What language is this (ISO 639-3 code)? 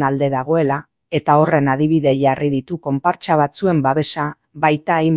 eus